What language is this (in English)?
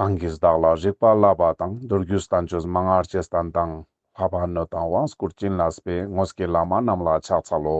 Ladakhi